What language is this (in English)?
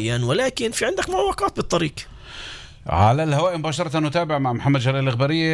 North Levantine Arabic